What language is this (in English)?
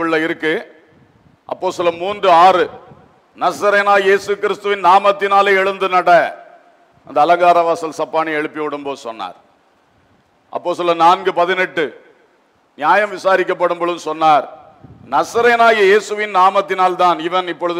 Tamil